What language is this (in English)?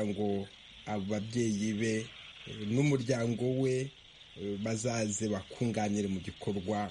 Kinyarwanda